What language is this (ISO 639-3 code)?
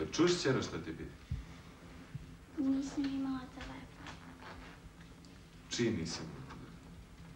srp